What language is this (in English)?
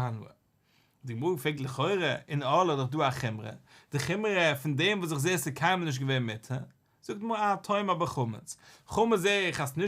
Yiddish